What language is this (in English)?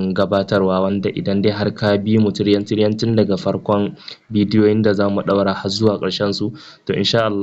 Hausa